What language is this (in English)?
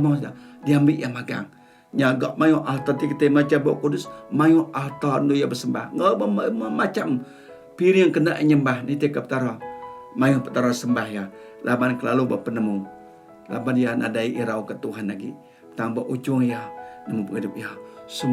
Iban